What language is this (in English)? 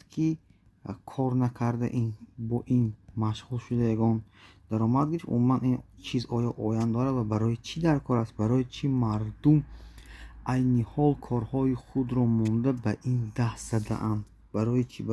Tajik